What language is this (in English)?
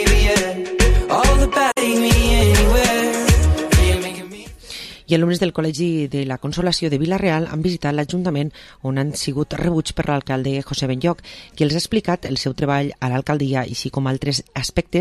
Catalan